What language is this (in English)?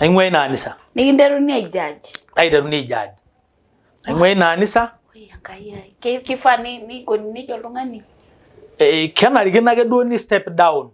Masai